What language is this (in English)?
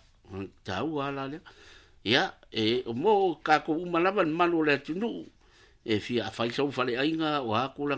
Samoan